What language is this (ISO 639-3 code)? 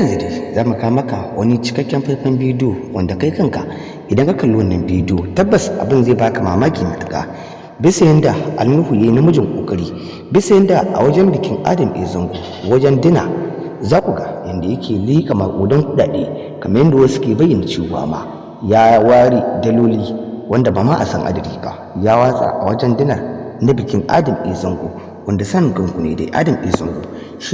hau